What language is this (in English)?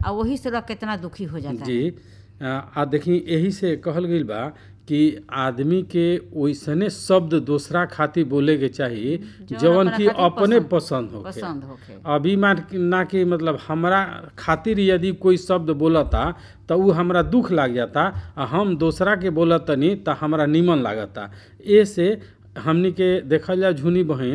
Bhojpuri